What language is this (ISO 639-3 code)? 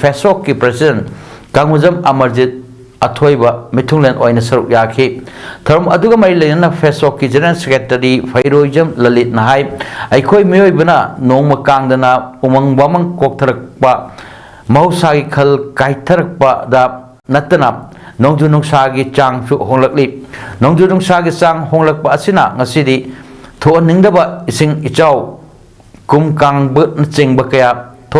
mni